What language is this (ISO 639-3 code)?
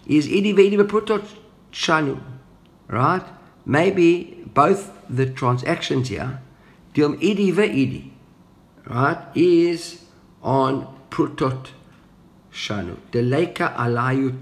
eng